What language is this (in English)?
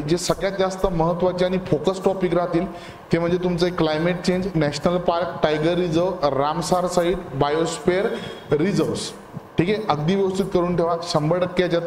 Marathi